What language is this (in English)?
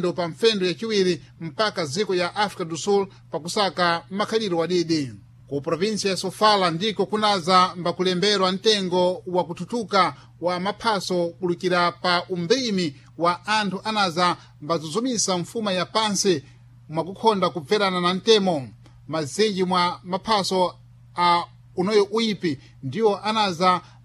Sena